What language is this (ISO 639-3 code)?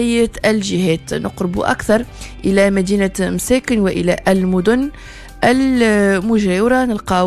aeb